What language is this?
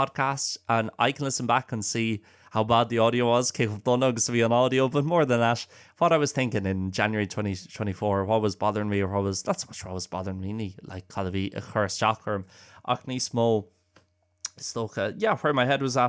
Irish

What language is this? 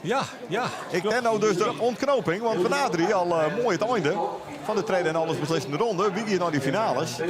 Western Frisian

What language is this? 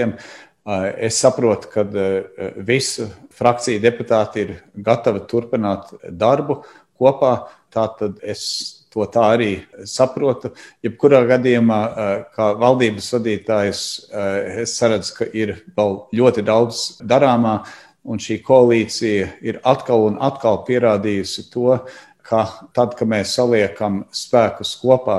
Latvian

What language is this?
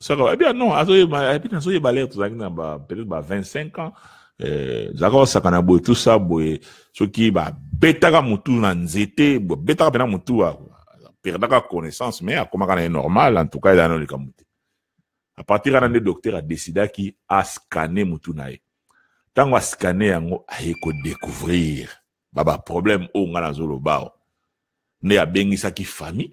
Lingala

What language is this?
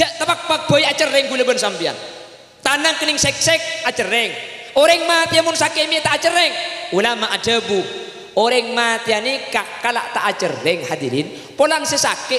Madurese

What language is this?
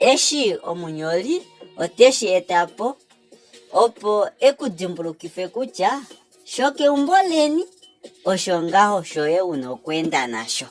Kuanyama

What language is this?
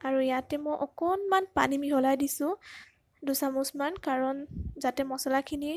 Assamese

